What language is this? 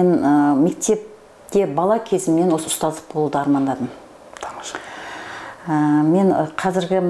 Kazakh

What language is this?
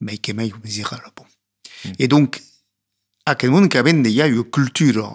Occitan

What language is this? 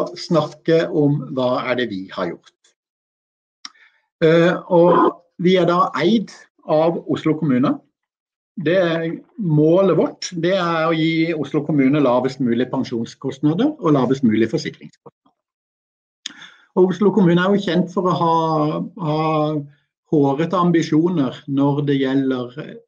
Norwegian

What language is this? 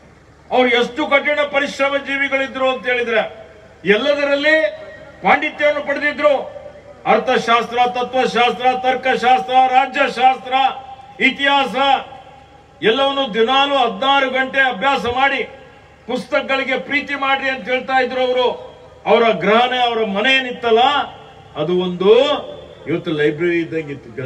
Kannada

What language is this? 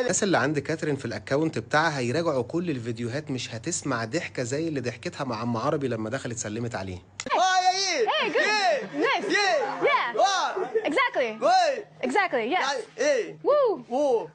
Egyptian Arabic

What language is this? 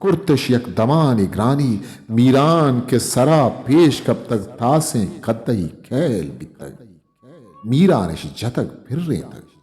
Eastern Balochi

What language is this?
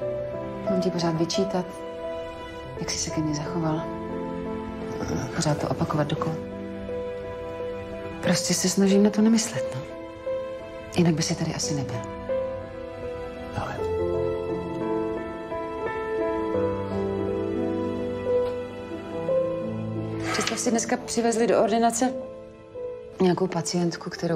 Czech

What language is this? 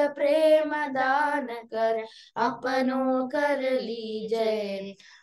Sanskrit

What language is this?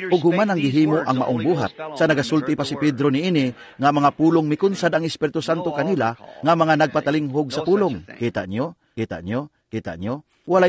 Cebuano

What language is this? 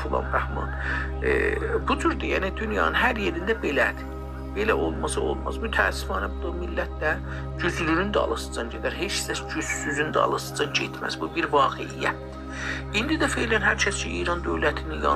South Azerbaijani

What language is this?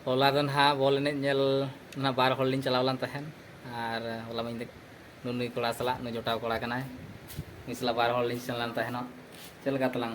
Santali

